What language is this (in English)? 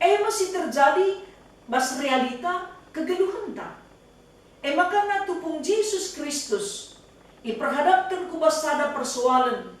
Batak Karo